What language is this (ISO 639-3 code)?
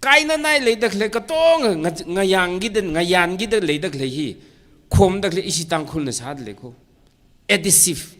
nmf